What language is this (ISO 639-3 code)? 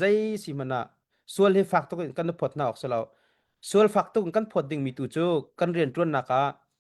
cnh